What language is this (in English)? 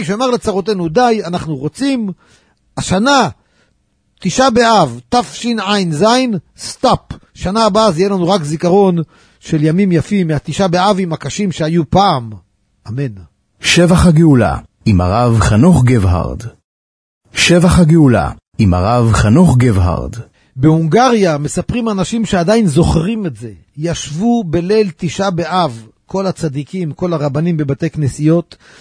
Hebrew